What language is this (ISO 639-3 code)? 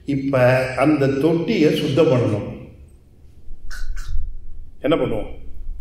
tam